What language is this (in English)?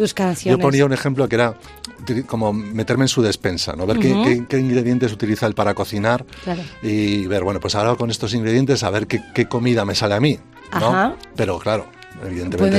Spanish